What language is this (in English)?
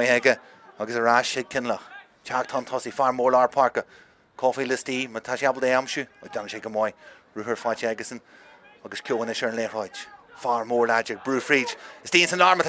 Irish